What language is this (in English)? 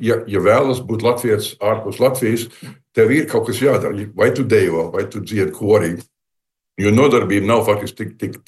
Latvian